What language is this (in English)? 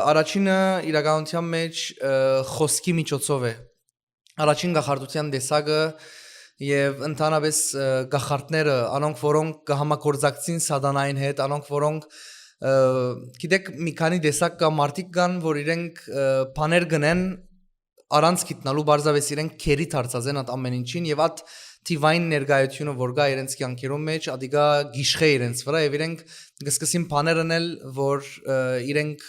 Western Armenian